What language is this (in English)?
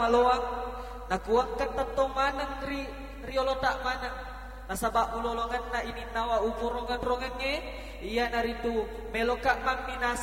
Buginese